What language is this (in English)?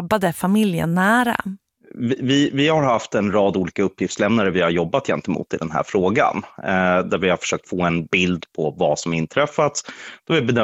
Swedish